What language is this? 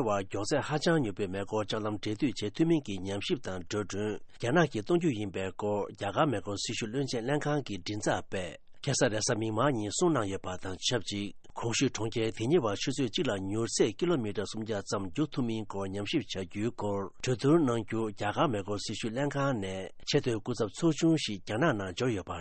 Tibetan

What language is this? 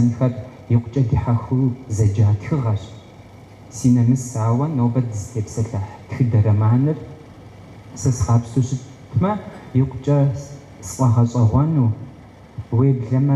Kabardian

